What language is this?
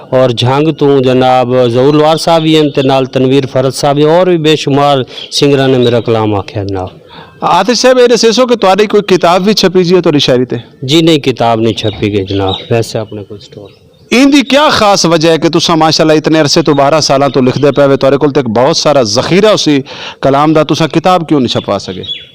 Saraiki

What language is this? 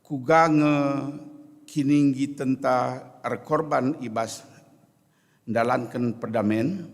Batak Karo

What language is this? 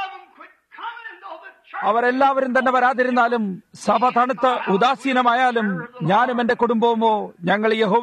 Malayalam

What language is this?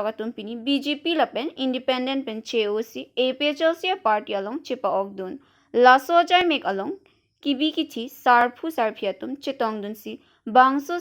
Karbi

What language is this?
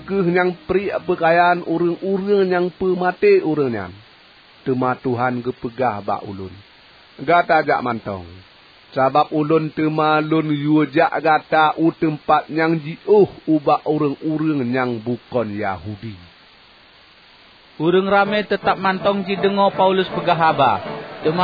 Achinese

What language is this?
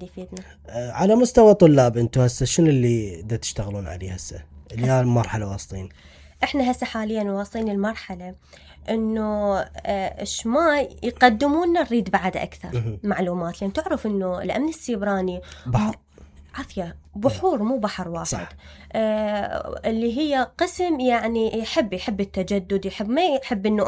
Mesopotamian Arabic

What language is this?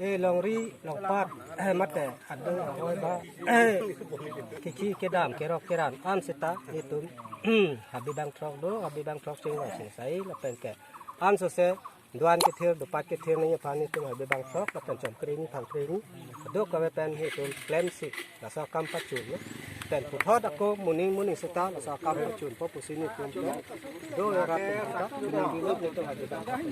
Karbi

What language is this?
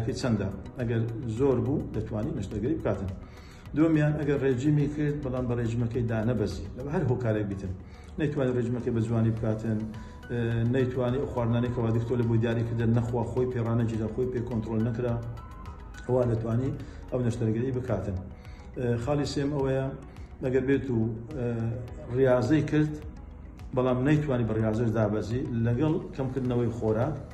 Central Kurdish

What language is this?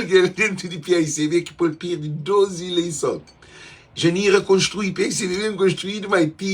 Kabuverdianu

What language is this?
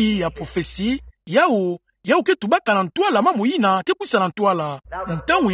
Kituba (Democratic Republic of Congo)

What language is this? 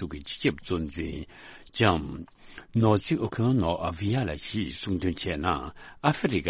Tibetan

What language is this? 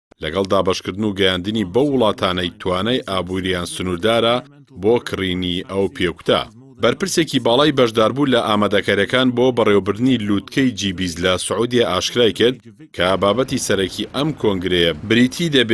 Central Kurdish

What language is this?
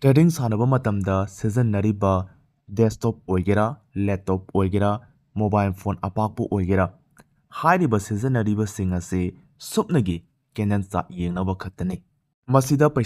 Manipuri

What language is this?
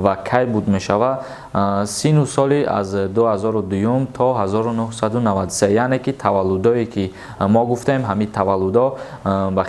Tajik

